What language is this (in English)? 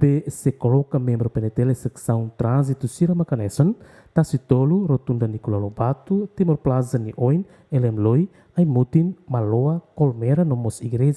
Tetum